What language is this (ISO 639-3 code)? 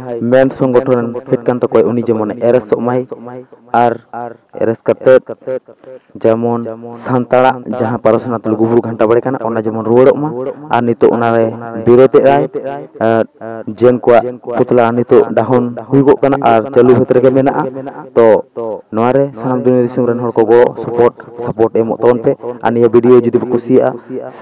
sat